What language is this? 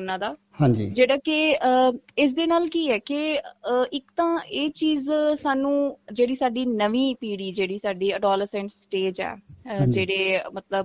Punjabi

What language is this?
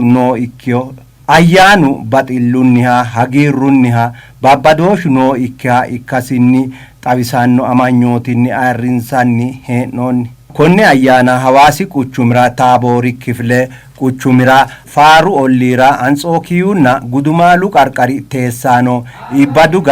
Sidamo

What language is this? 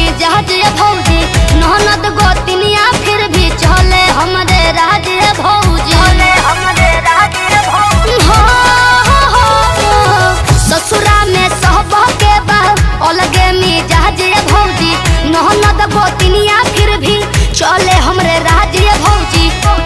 Bhojpuri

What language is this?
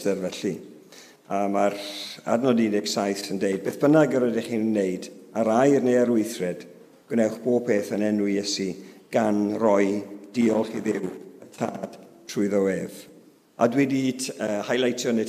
Welsh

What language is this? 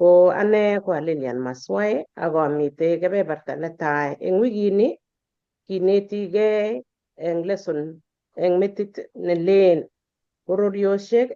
Kalenjin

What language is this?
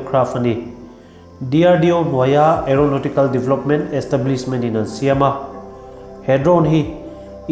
Mizo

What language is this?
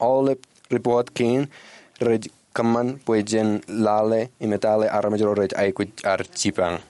Marshallese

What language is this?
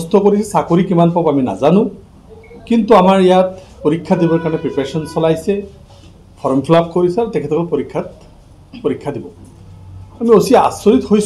Assamese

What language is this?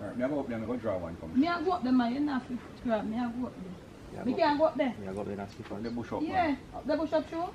Jamaican Creole English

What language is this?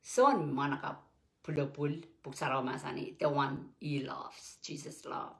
Pohnpeian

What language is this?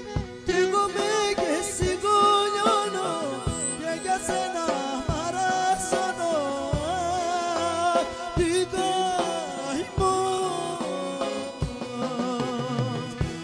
Greek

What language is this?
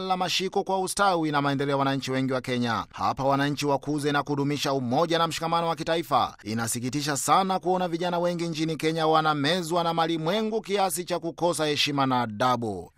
Swahili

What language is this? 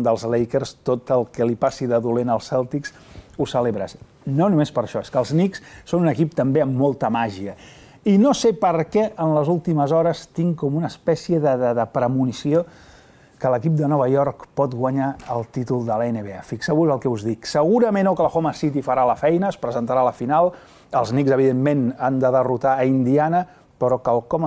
Catalan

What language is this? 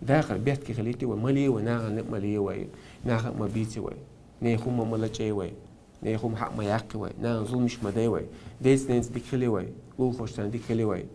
Chechen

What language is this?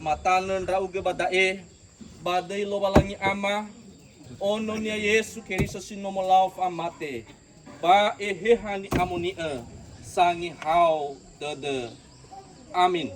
Nias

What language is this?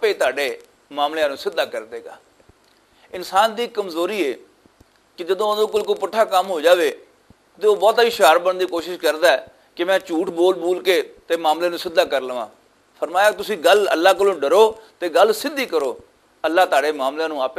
Western Panjabi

